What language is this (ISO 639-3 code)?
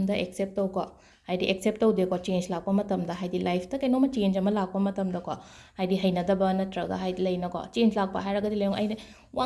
mni